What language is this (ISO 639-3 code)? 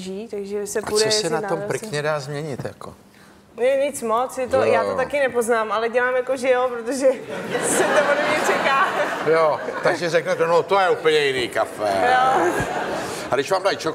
ces